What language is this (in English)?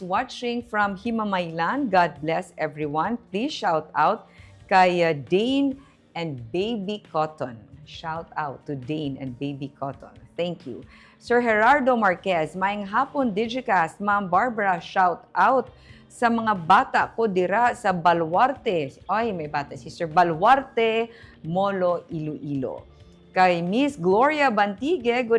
Hiligaynon